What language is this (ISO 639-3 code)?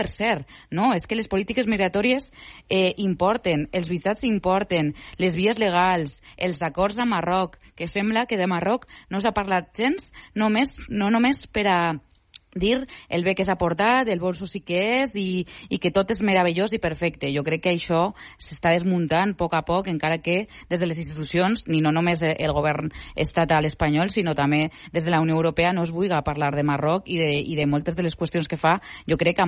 cat